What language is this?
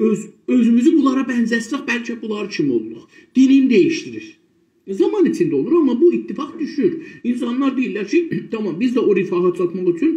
South Azerbaijani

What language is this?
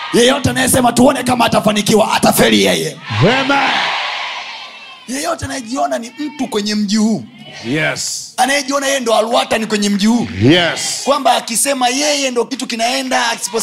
Swahili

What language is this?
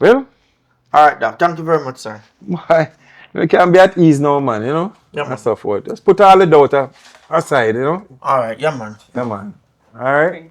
Jamaican Creole English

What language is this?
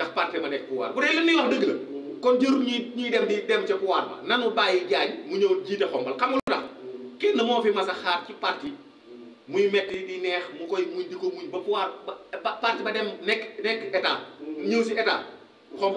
Wolof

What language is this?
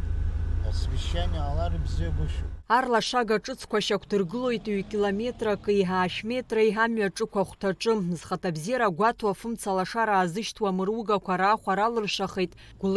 Abkhazian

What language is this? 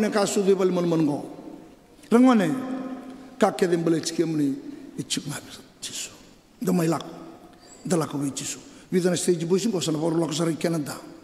Fijian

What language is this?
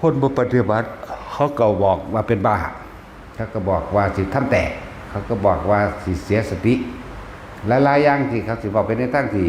Northeastern Thai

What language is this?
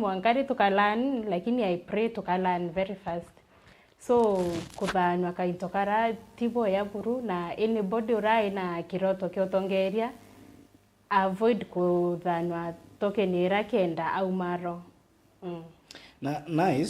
Meru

